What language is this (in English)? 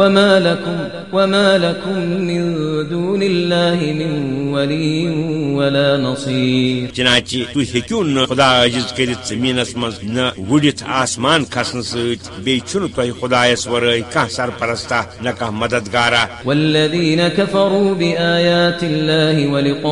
Kashmiri